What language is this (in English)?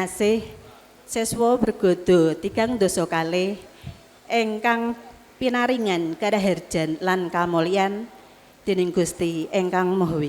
Javanese